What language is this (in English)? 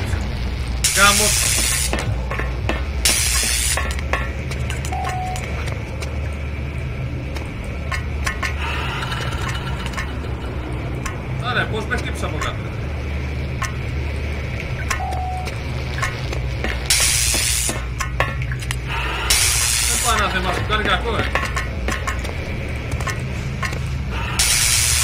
Greek